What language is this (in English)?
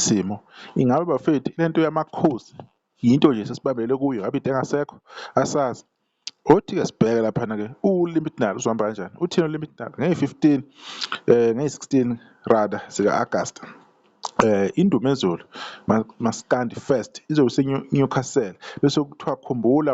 Zulu